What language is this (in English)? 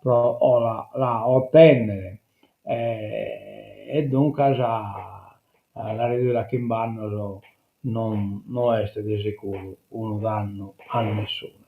Sardinian